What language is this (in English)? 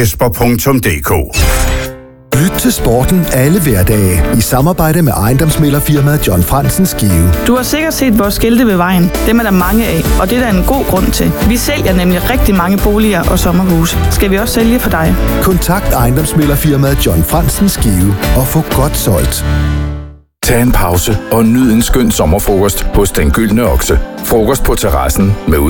Danish